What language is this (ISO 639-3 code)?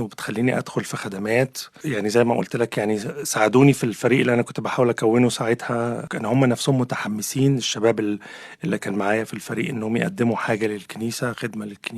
arz